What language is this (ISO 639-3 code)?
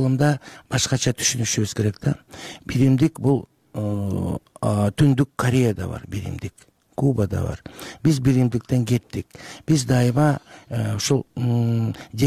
kir